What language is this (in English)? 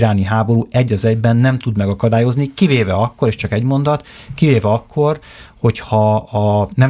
Hungarian